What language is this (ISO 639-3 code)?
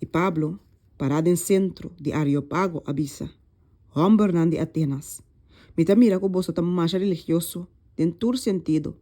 pap